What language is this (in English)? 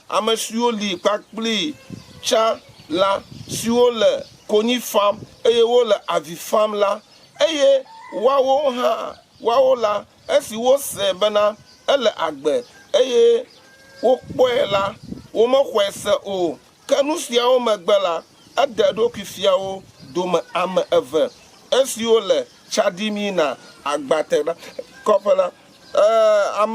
Ewe